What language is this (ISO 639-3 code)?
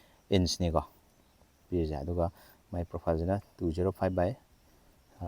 mni